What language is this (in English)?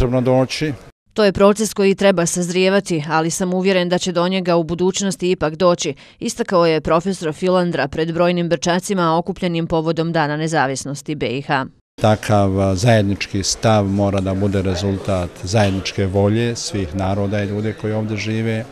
Croatian